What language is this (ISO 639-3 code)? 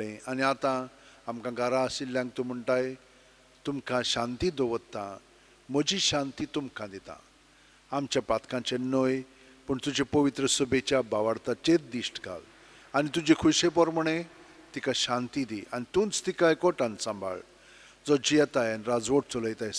kok